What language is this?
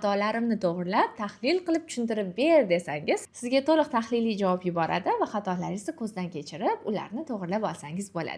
Uzbek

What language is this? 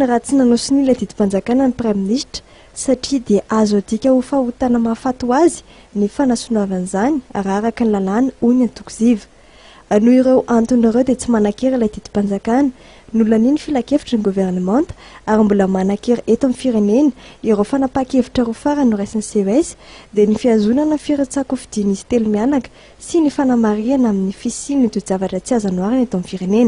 Malagasy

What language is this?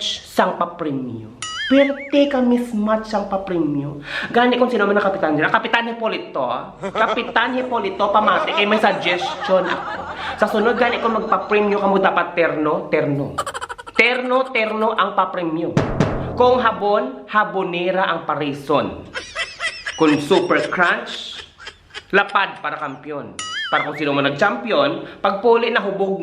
Hiligaynon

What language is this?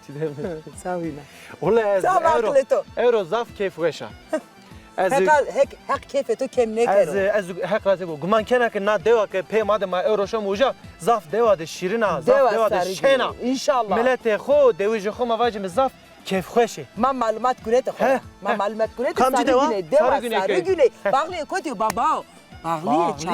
Zaza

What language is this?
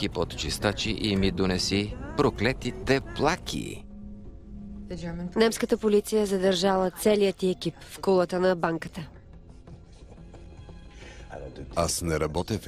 Bulgarian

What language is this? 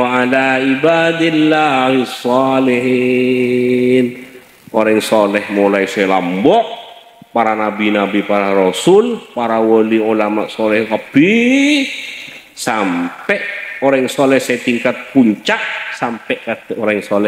Madurese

